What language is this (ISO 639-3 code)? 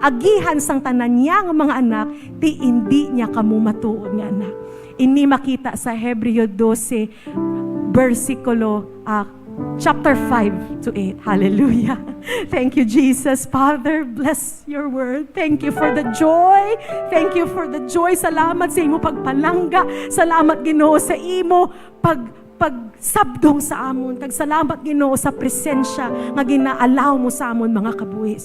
hil